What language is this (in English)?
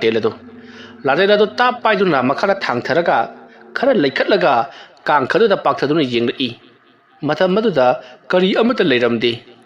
Manipuri